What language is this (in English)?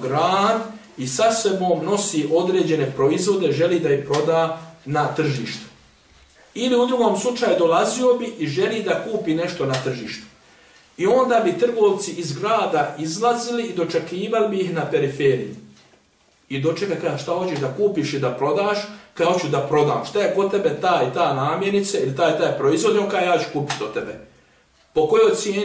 Bosnian